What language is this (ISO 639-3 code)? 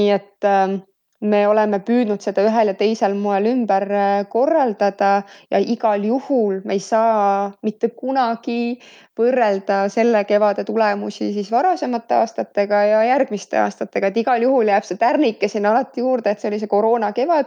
est